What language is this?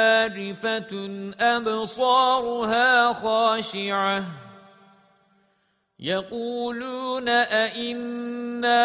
Arabic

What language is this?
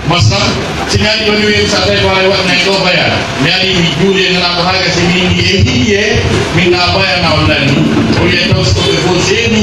Pular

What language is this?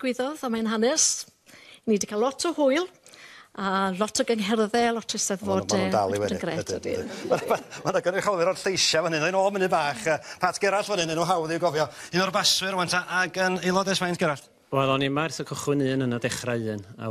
Welsh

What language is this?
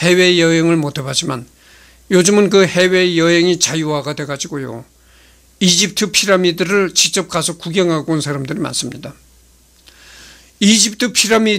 Korean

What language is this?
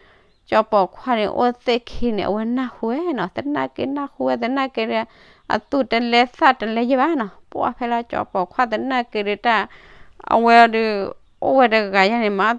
S'gaw Karen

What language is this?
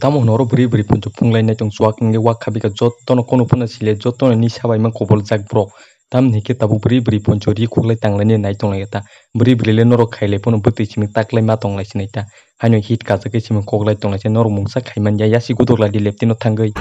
Kok Borok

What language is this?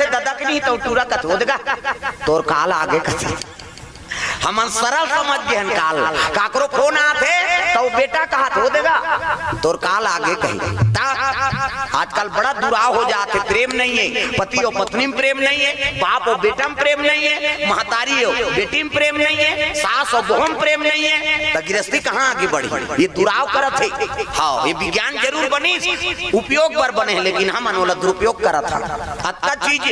Chhattisgarhi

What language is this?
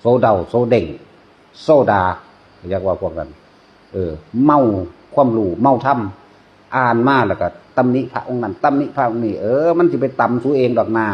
Northeastern Thai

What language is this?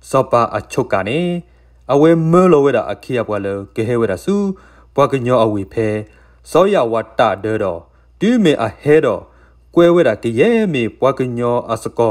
S'gaw Karen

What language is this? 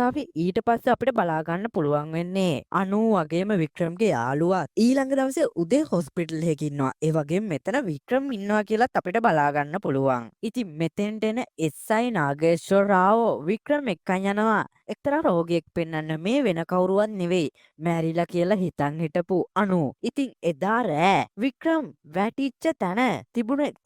Sinhala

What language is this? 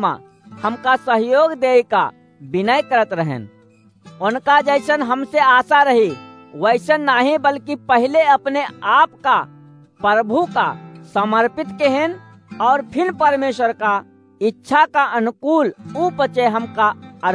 Awadhi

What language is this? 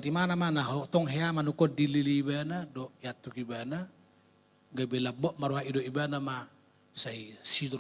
Batak Toba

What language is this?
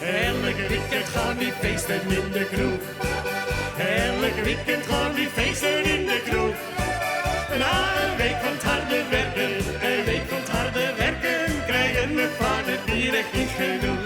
Western Frisian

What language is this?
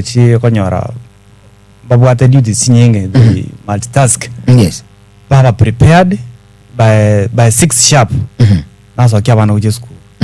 Gusii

